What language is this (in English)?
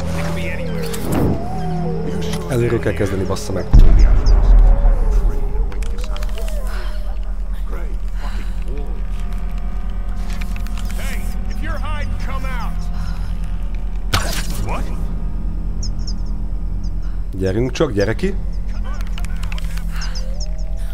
Hungarian